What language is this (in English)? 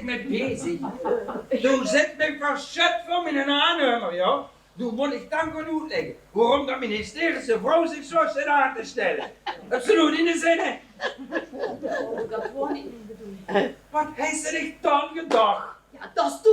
Limburgish